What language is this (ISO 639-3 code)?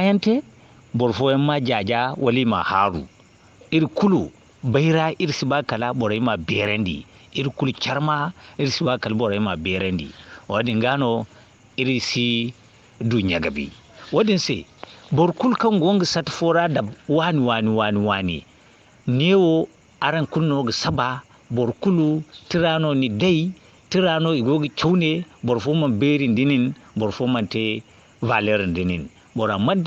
dje